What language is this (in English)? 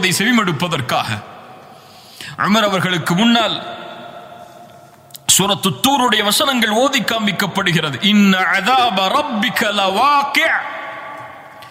Tamil